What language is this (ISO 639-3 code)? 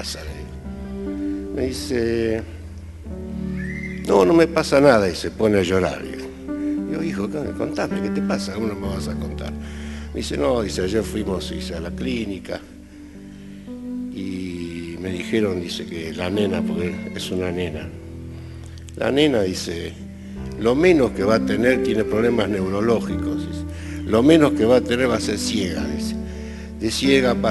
spa